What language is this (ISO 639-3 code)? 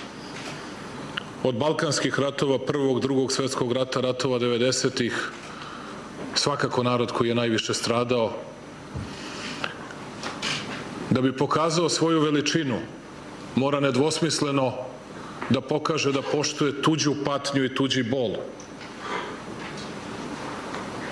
srp